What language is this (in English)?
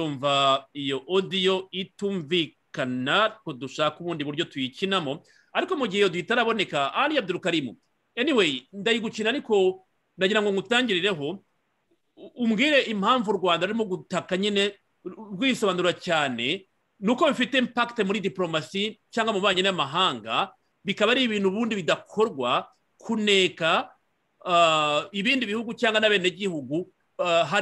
Kinyarwanda